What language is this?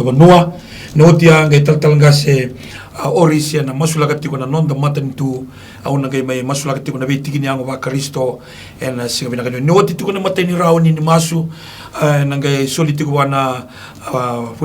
Fijian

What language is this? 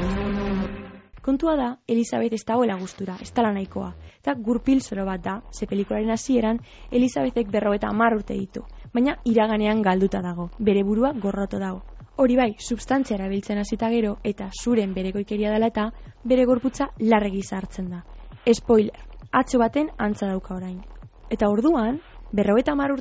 Basque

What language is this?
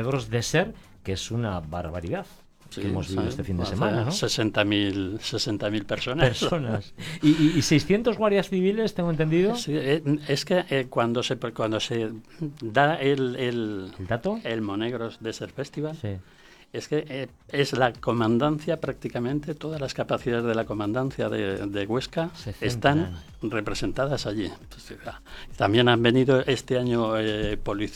Spanish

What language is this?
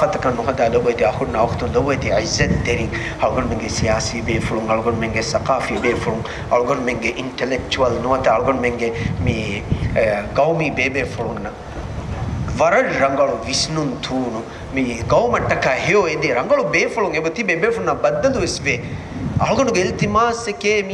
Divehi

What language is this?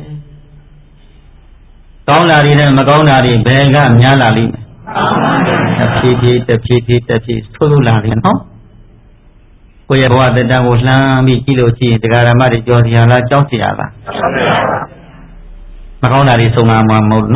Burmese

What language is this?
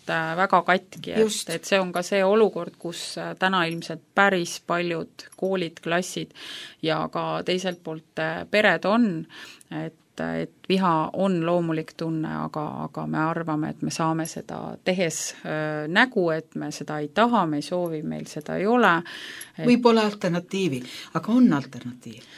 Estonian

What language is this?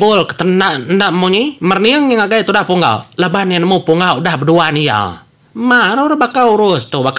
Iban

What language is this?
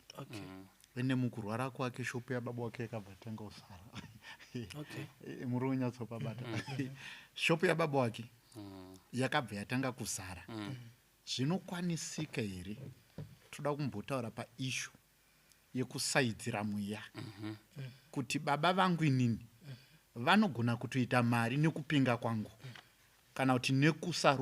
Shona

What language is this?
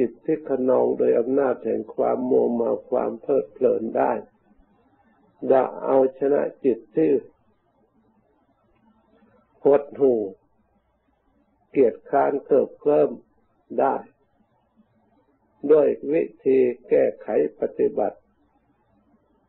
Thai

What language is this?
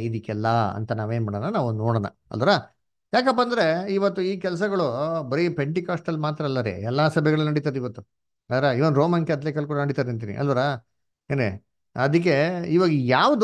Kannada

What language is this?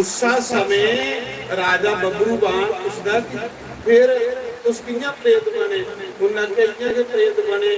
Dogri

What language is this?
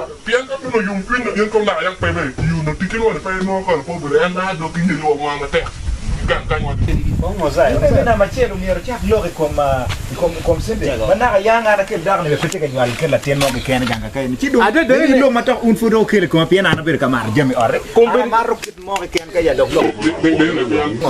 Acoli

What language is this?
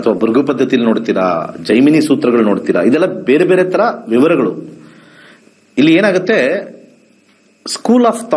Kannada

